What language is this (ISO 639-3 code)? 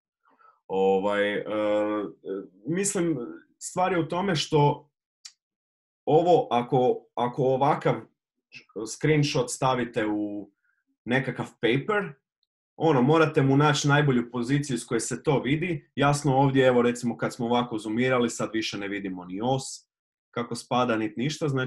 hrv